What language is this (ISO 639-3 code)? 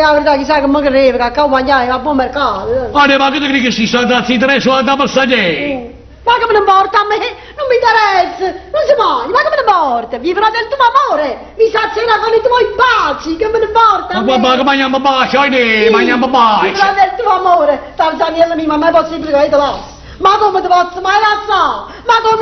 nap